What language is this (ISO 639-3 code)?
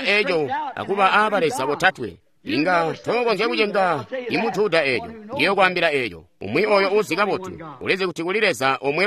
toi